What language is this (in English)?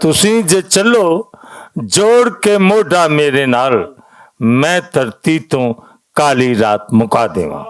Western Panjabi